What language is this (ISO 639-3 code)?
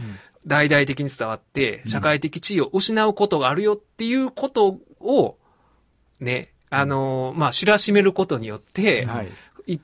jpn